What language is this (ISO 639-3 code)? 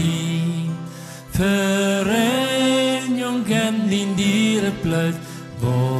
pdt